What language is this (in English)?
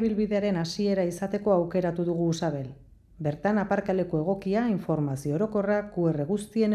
Basque